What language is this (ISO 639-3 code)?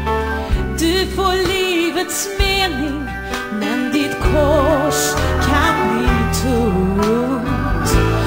swe